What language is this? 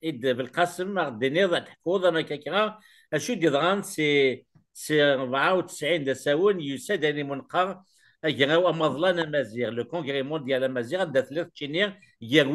Kabyle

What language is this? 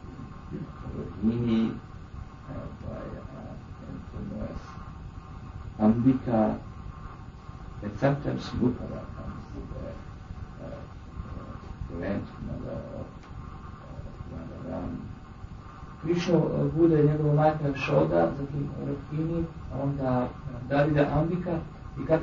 Croatian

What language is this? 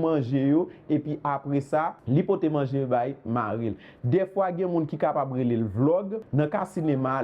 Haitian Creole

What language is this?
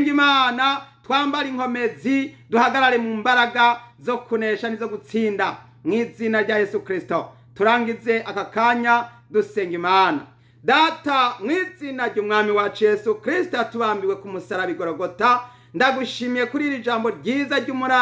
Rundi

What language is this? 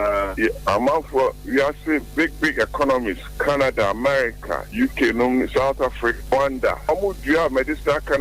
Akan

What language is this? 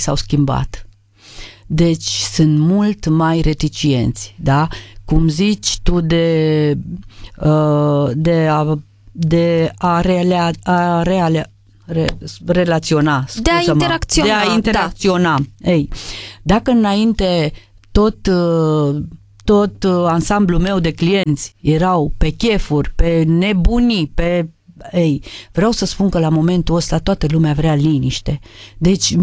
Romanian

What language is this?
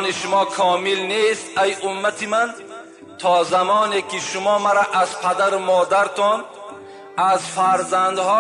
Tajik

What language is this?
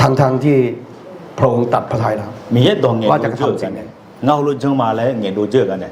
Akha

